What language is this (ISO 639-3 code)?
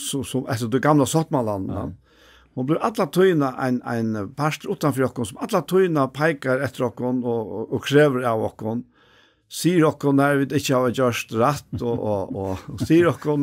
fao